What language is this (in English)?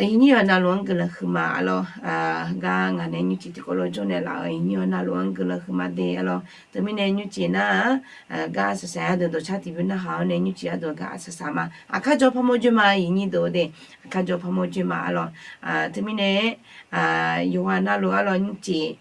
Akha